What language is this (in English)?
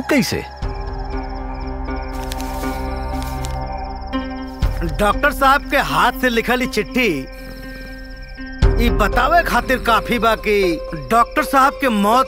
Bhojpuri